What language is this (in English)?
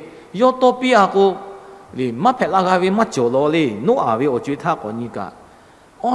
Lahu